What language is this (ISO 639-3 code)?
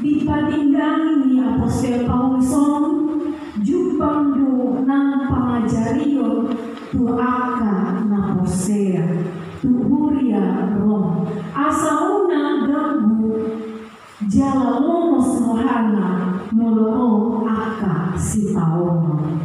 bbc